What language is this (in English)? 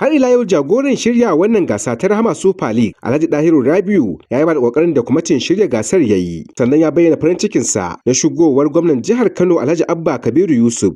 Hausa